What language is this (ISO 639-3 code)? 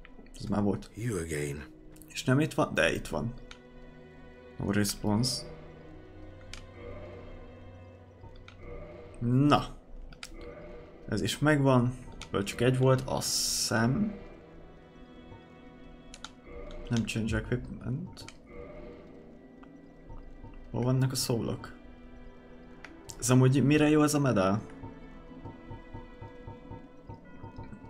hun